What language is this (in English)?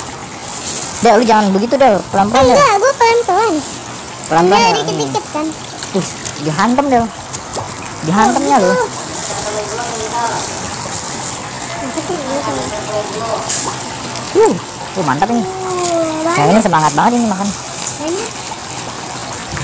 Indonesian